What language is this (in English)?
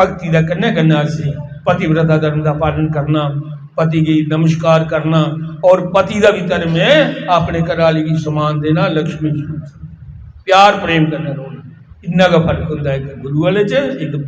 Dogri